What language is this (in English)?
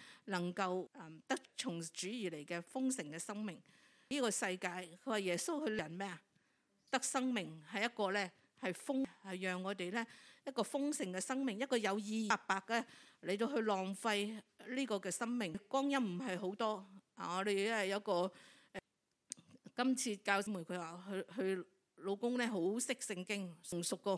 Cantonese